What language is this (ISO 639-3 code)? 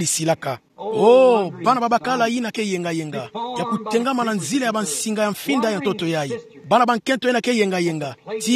ktu